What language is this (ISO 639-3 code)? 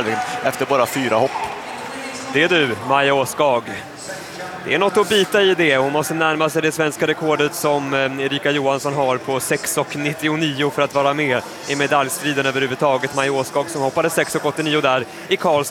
swe